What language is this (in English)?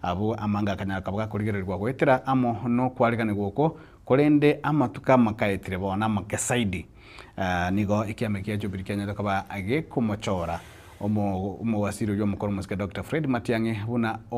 Gusii